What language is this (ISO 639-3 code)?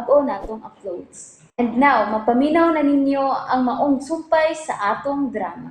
ceb